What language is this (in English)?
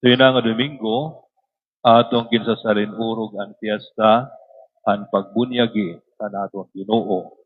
Waray